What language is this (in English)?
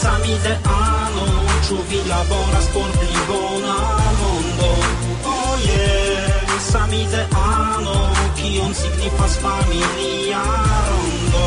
Esperanto